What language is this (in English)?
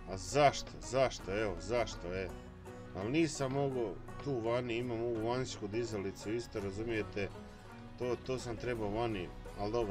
Croatian